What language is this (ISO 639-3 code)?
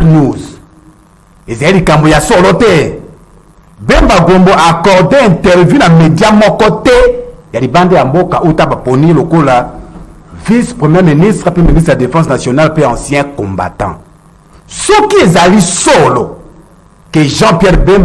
lin